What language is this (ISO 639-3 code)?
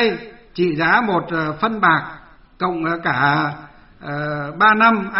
vie